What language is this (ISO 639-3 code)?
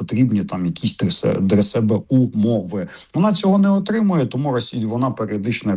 ukr